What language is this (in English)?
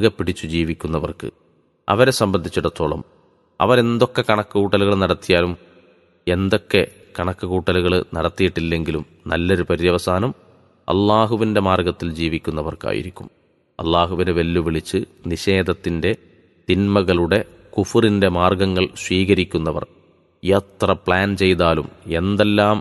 Malayalam